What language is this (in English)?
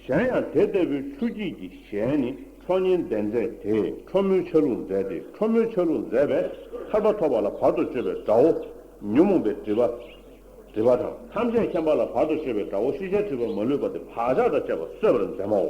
Tibetan